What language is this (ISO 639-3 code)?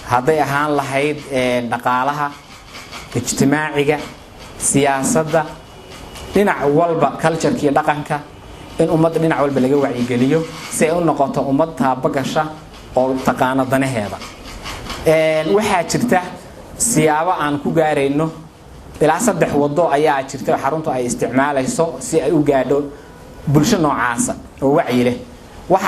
som